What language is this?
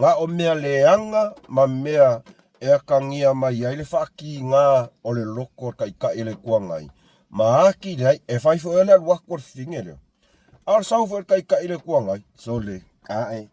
Samoan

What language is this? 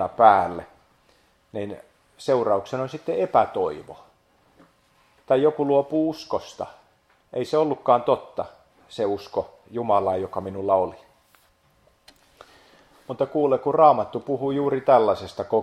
Finnish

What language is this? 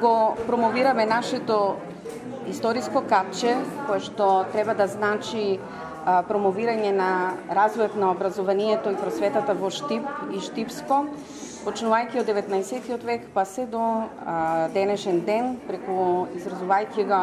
Macedonian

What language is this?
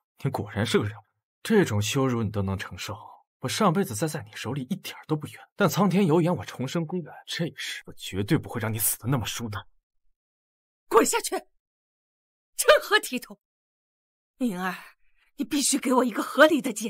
Chinese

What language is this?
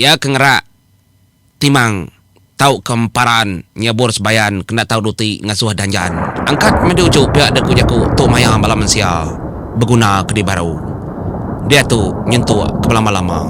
Iban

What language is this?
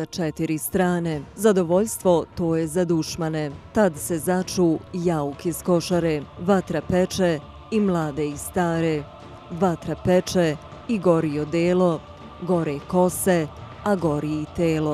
Bosnian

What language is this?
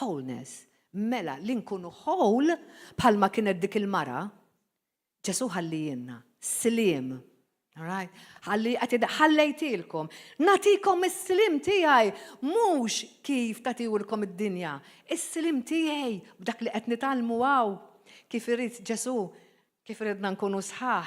Maltese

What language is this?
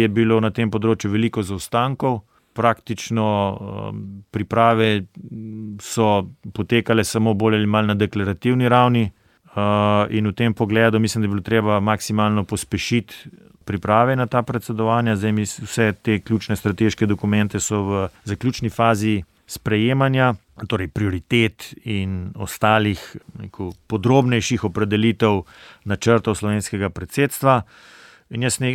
Slovenian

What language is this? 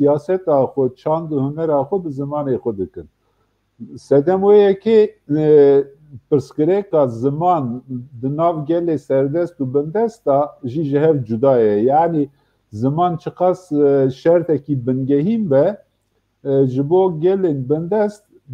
Kurdish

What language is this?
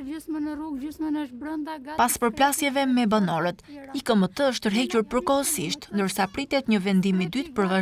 Albanian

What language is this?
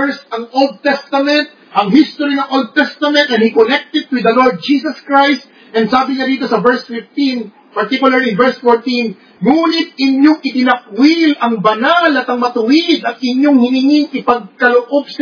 Filipino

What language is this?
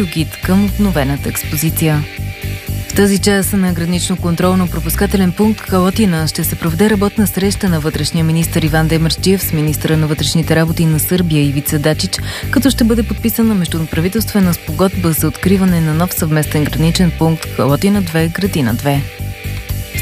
Bulgarian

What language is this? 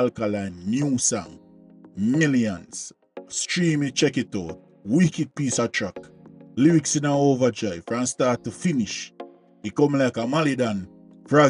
Jamaican Creole English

